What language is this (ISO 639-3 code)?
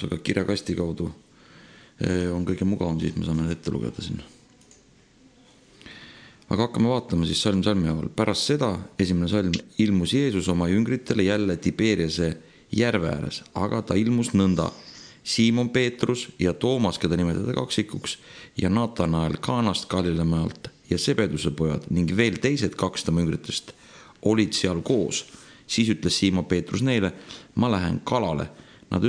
est